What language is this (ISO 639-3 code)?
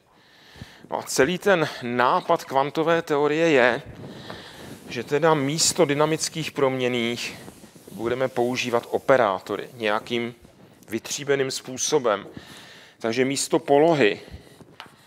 ces